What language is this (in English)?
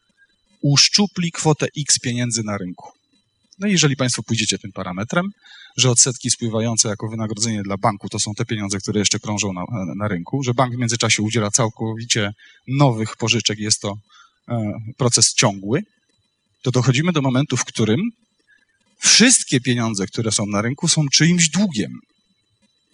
Polish